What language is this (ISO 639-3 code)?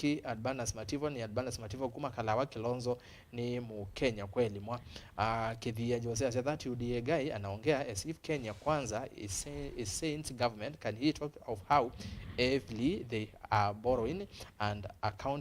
kam